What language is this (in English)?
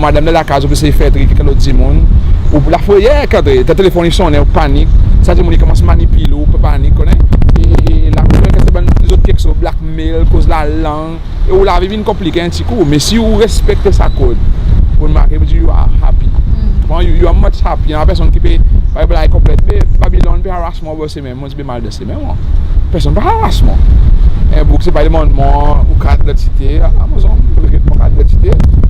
Seselwa Creole French